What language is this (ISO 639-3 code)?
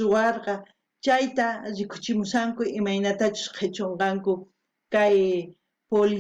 quh